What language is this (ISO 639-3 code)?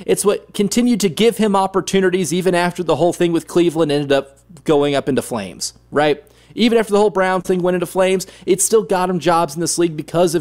eng